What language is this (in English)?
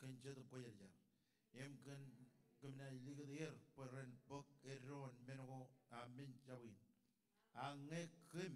Marshallese